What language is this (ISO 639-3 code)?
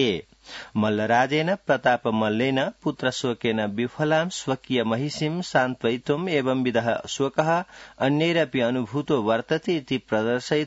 san